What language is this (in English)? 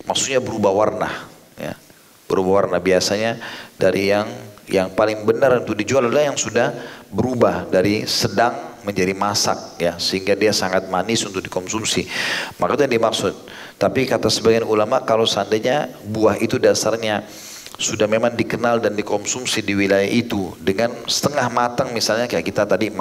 Indonesian